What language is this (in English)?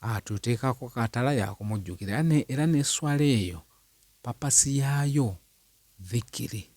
Ganda